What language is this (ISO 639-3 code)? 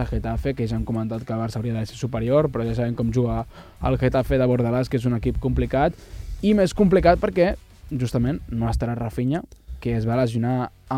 cat